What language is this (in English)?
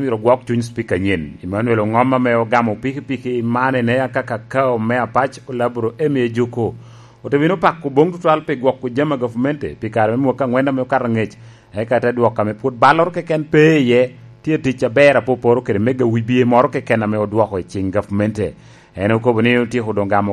Lango (Uganda)